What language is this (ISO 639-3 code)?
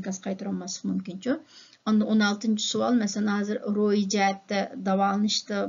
uig